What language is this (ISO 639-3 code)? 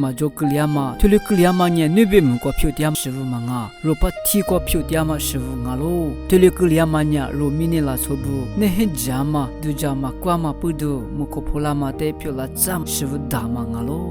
lis